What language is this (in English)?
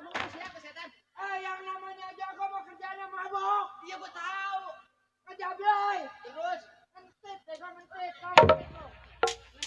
Betawi